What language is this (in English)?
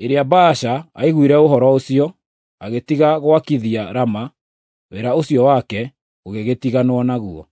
Kikuyu